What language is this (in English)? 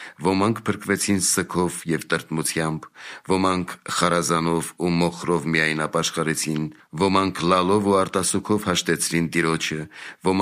Armenian